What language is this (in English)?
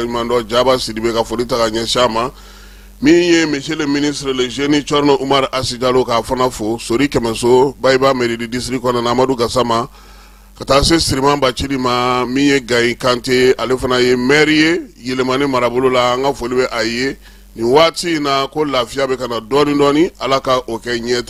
Bambara